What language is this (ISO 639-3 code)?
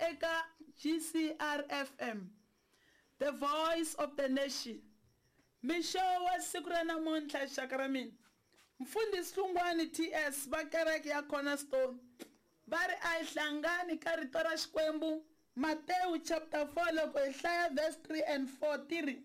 tso